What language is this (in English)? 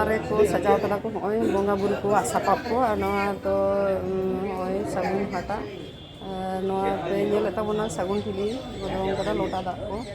Santali